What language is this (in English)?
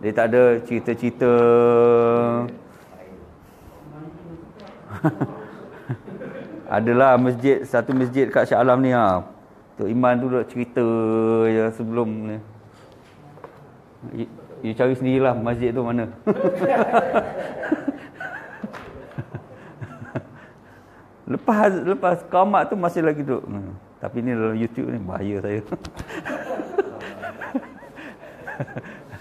Malay